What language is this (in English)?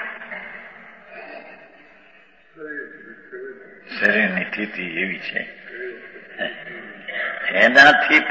Gujarati